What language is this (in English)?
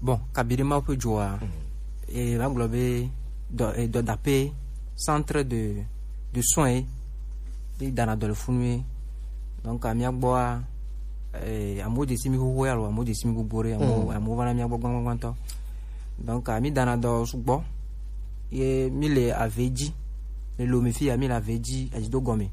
Gen